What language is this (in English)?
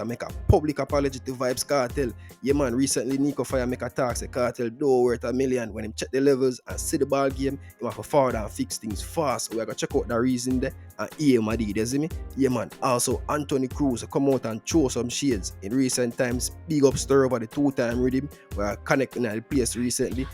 Jamaican Creole English